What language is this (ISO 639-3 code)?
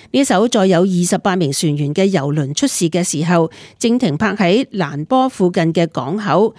yue